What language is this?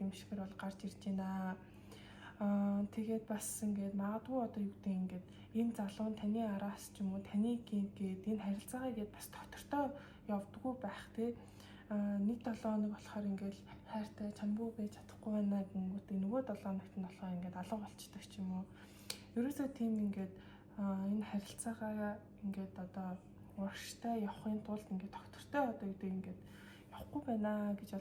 Mongolian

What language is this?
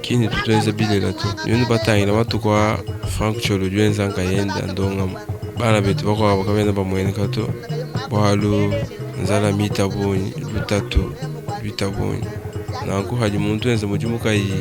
Luba-Lulua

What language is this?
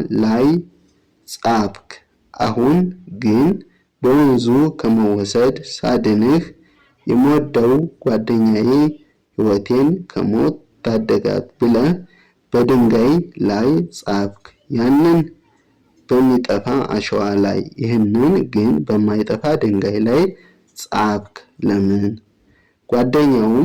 Amharic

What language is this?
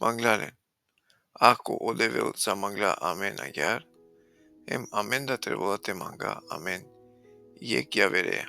Balkan Romani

